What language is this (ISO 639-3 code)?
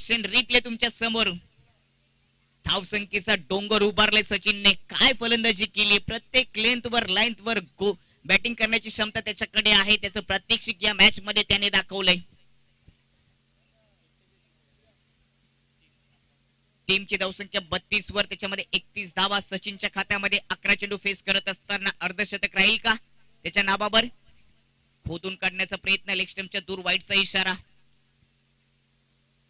mar